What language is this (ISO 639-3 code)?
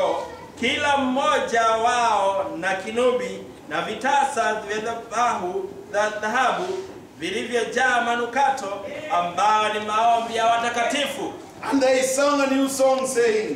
swa